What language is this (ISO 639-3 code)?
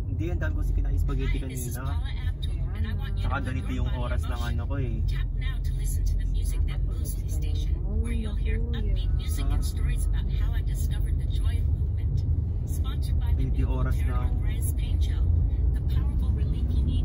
fil